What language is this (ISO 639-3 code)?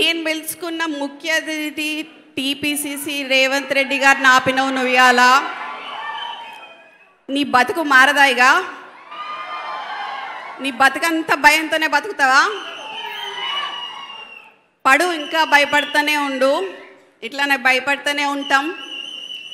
tel